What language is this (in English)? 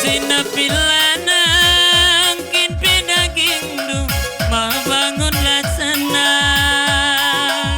Batak Karo